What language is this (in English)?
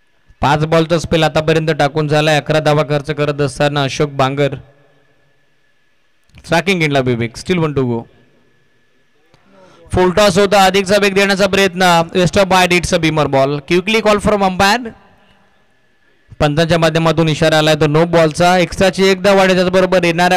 Marathi